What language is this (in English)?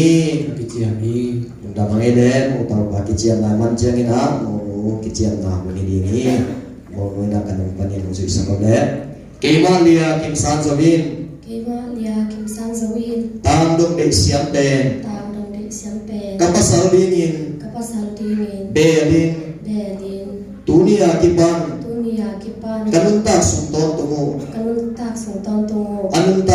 Tedim Chin